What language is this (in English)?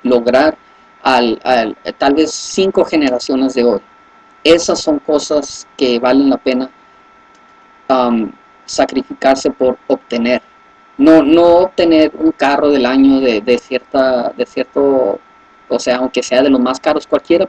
Spanish